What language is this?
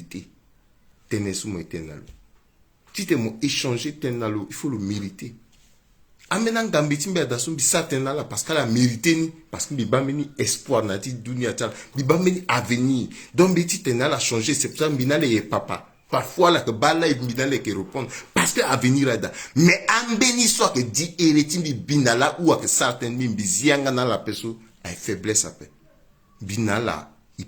Sango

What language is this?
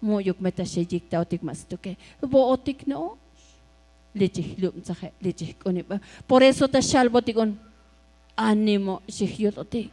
Tzotzil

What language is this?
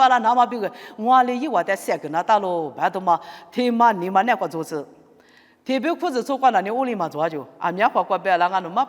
Lisu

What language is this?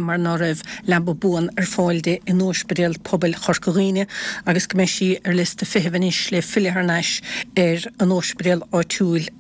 Irish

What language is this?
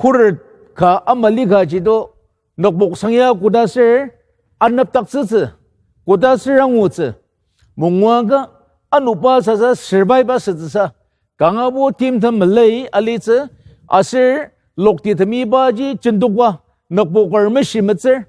Ao Naga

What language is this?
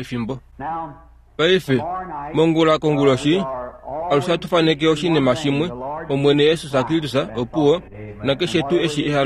Kuanyama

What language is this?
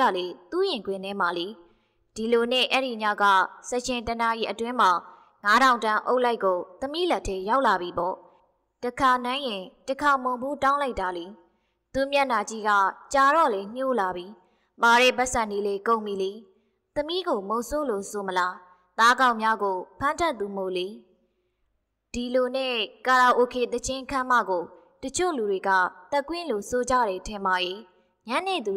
Burmese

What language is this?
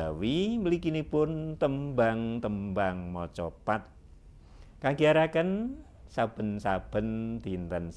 Javanese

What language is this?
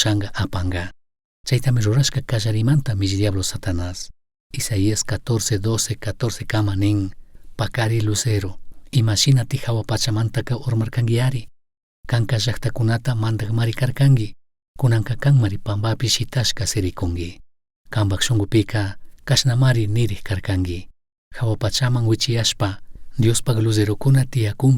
Chimborazo Highland Quichua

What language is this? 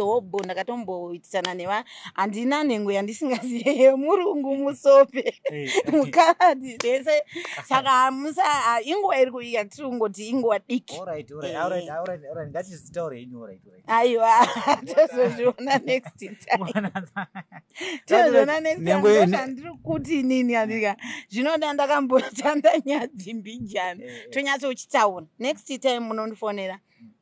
Shona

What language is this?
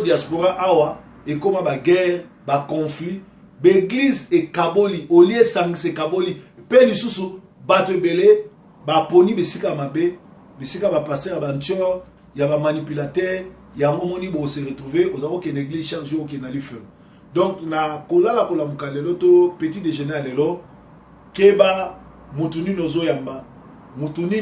Lingala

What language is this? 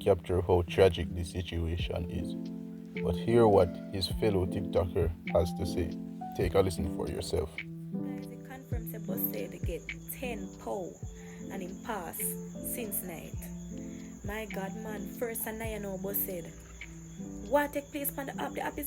Jamaican Creole English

